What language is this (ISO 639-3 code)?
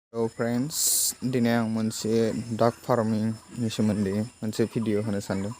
brx